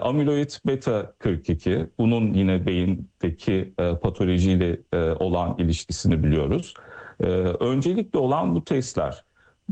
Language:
Turkish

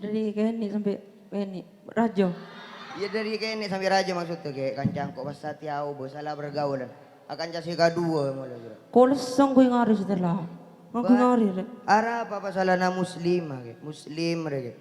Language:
Madurese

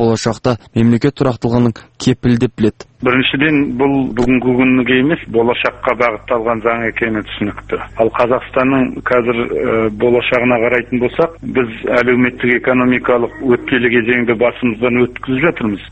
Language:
Kazakh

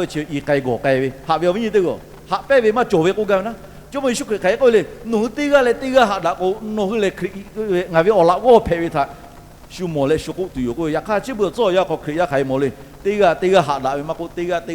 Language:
Lahu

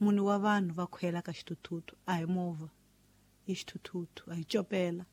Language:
Tsonga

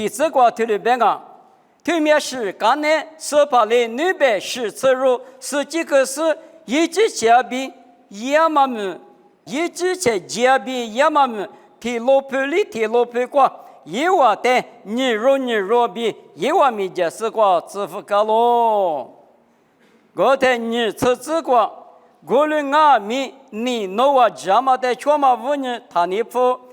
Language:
Lisu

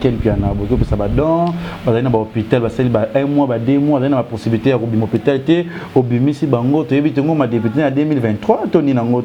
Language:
Lingala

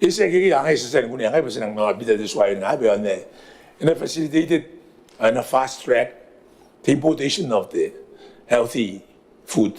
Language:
Gilbertese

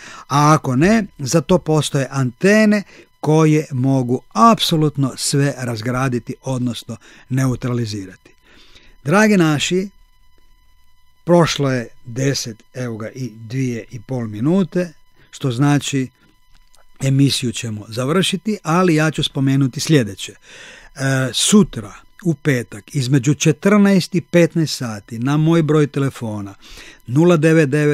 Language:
Croatian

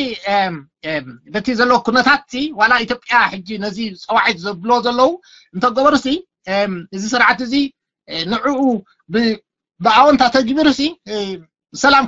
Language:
Tigrinya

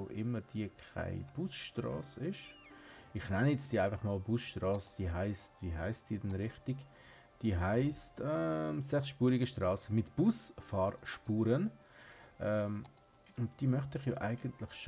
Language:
Swiss German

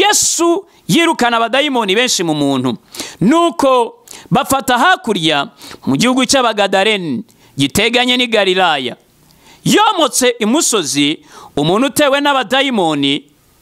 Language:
Kinyarwanda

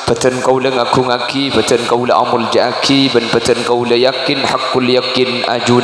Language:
Madurese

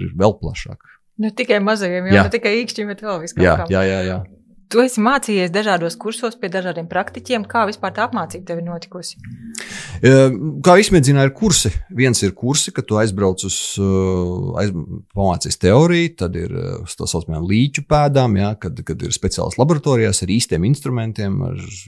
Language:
Latvian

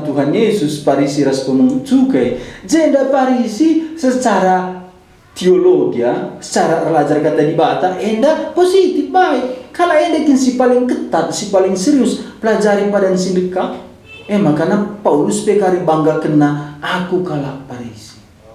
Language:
Batak Karo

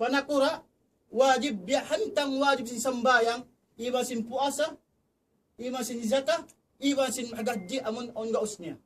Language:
Tausug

